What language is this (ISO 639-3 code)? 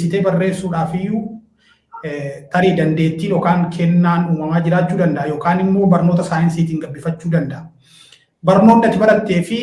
orm